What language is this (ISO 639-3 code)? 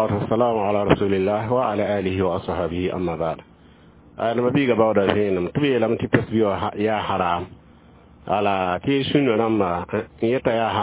mos